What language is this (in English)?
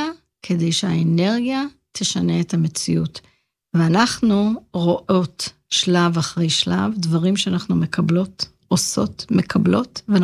Hebrew